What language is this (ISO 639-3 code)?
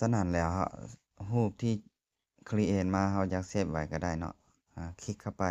lao